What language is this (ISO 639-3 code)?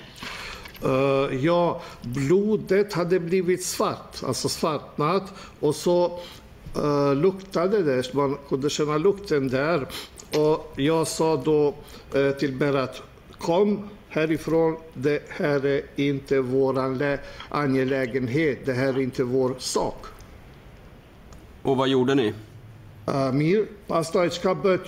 swe